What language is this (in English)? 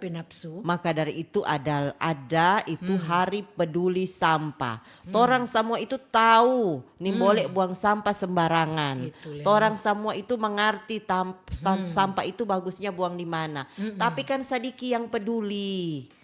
Manado Malay